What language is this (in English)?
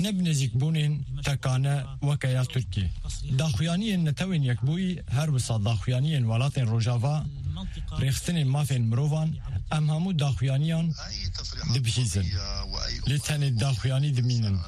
Kurdish